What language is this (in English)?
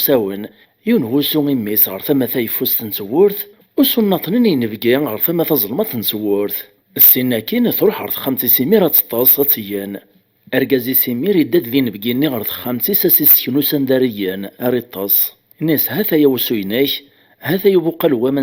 Kabyle